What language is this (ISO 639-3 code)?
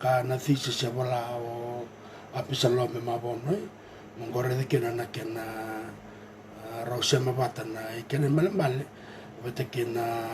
fij